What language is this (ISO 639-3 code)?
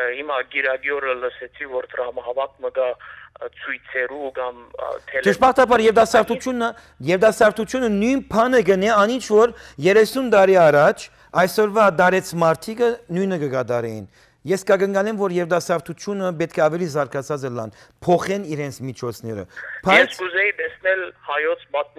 hyw